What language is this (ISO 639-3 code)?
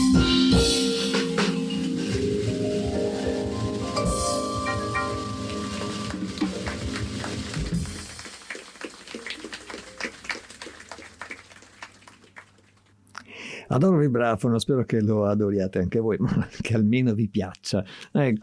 ita